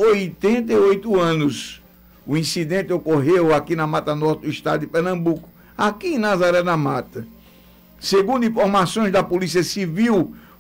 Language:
Portuguese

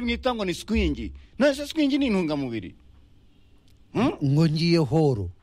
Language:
Kinyarwanda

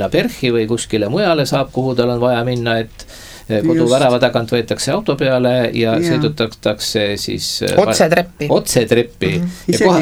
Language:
Estonian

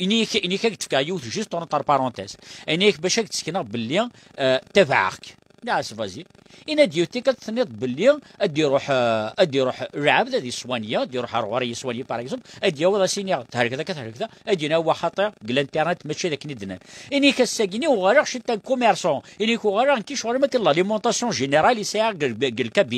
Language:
Kabyle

